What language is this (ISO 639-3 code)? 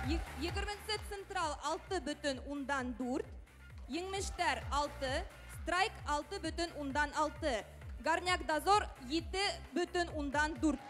bak